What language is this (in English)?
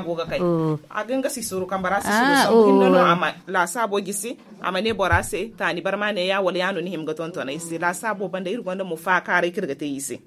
Zarma